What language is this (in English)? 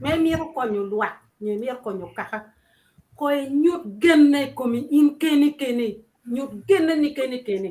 Acoli